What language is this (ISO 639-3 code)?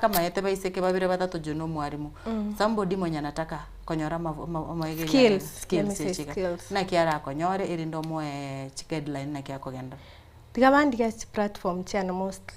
guz